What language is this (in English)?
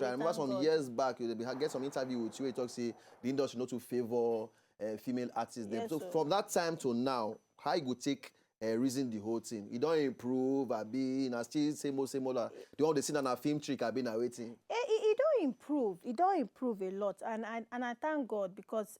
Nigerian Pidgin